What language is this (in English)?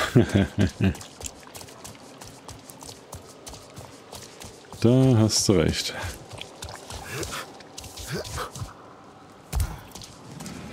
German